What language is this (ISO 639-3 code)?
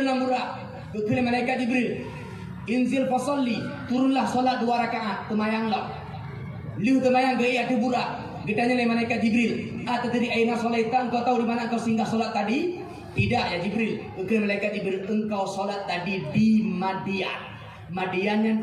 ace